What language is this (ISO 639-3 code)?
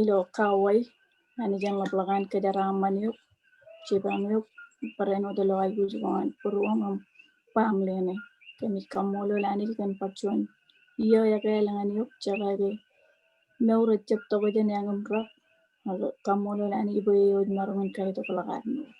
mah